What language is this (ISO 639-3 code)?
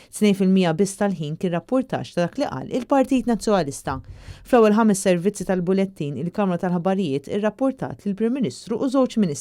mlt